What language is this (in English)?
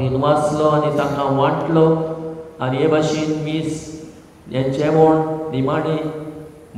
Konkani